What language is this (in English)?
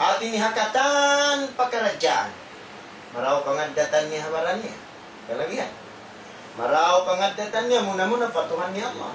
Tausug